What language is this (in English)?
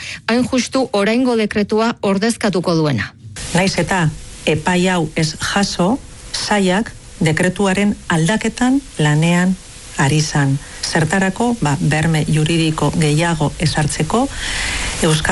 Basque